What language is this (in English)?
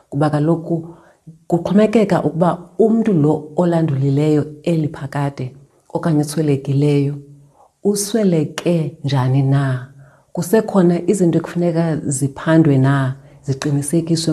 Xhosa